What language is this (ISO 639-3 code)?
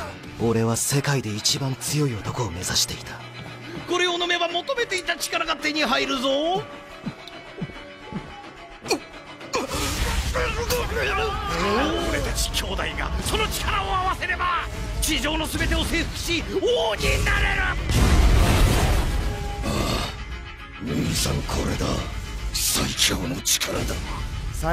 jpn